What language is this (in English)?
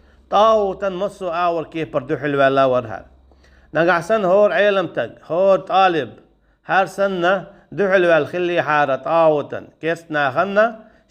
Chechen